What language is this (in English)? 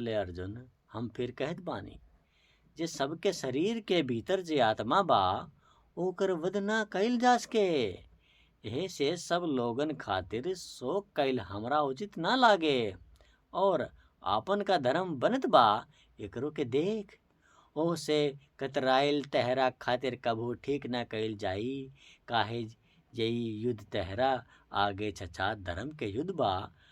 Bhojpuri